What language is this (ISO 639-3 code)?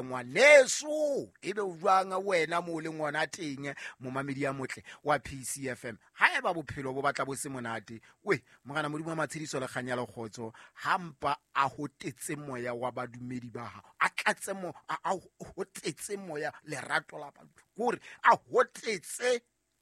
sot